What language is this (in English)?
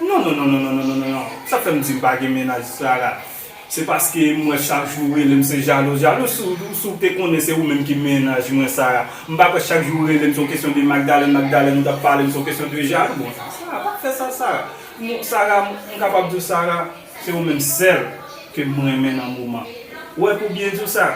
Haitian Creole